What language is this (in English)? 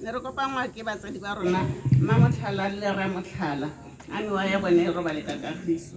Tswana